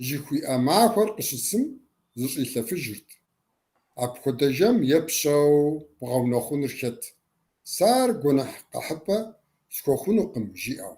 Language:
Kabardian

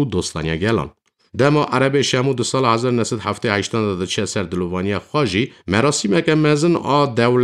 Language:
Kurdish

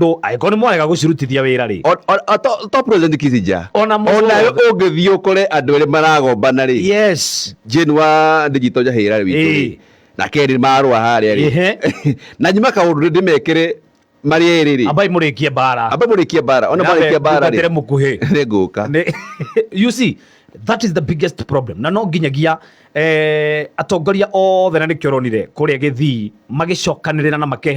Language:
Kikuyu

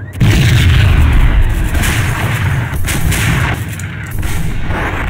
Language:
Russian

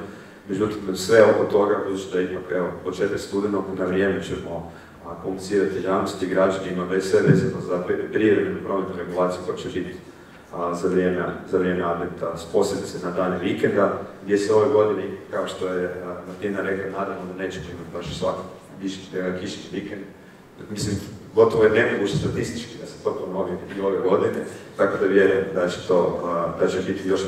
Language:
Croatian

